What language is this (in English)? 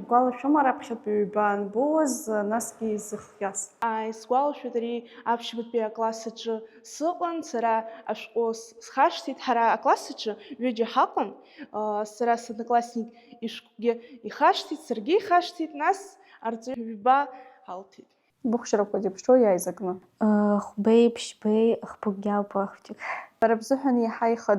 Abkhazian